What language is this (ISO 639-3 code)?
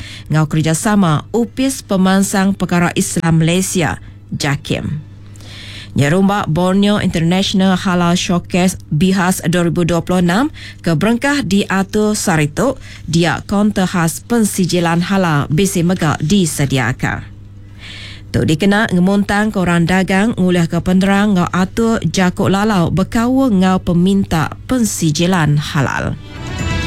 iba